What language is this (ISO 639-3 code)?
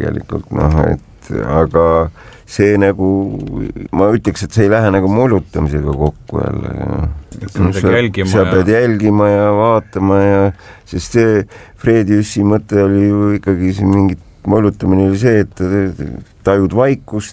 est